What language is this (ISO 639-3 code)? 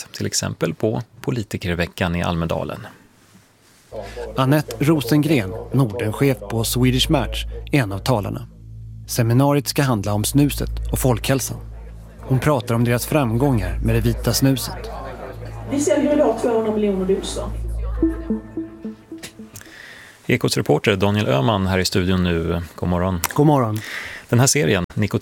swe